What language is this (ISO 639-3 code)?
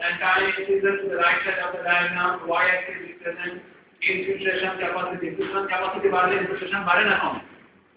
ben